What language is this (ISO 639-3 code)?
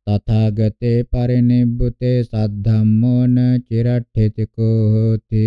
pli